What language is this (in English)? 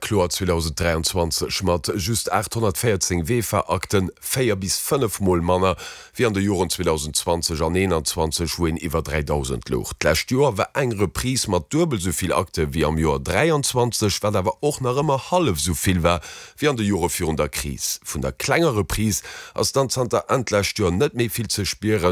Luxembourgish